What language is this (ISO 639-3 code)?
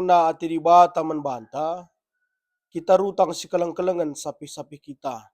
btx